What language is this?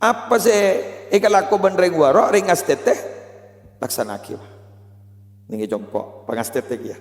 Madurese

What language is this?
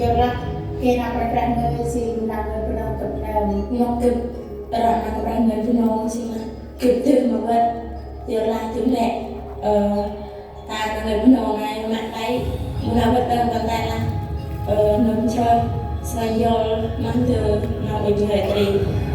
Central Mnong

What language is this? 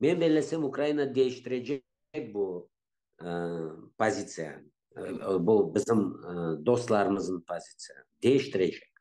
Crimean Tatar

